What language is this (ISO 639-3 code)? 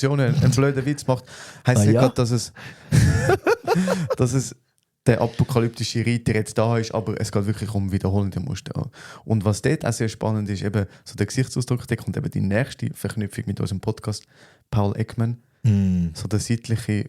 gsw